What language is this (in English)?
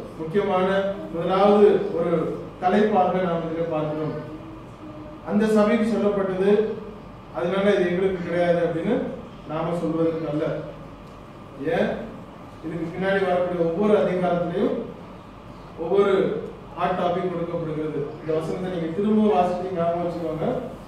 Tamil